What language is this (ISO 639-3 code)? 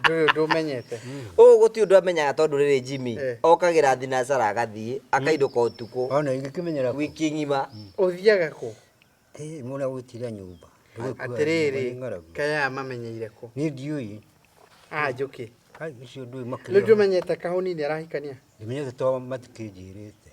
kik